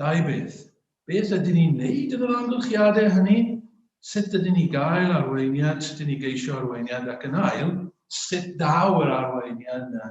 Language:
Welsh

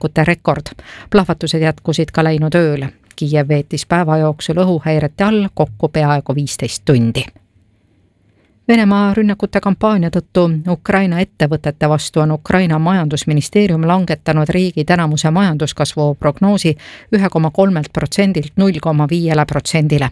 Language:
Estonian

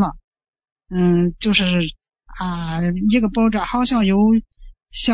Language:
Chinese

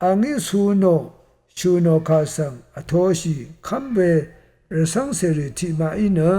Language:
Rawang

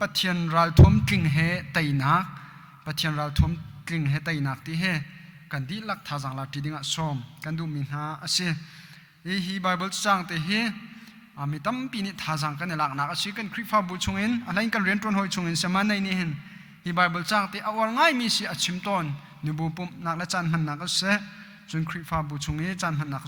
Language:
Hakha Chin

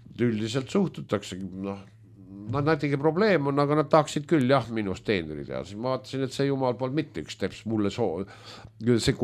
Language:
Estonian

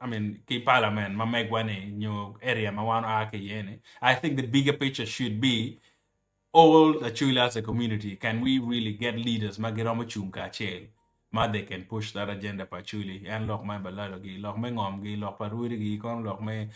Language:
Acoli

